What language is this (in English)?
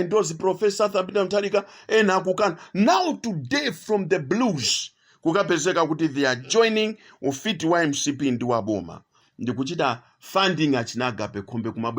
Nyanja